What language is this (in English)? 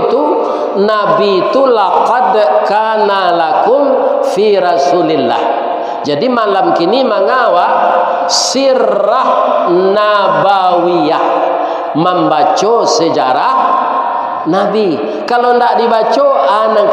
Minangkabau